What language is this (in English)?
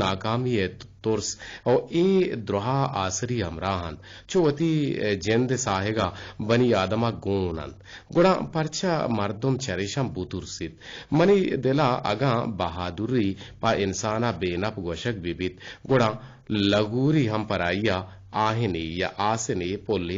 Eastern Balochi